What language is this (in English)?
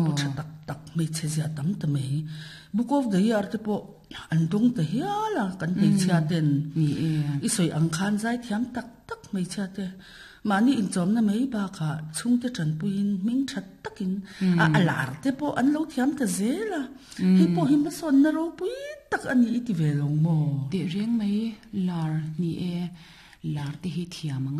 Mizo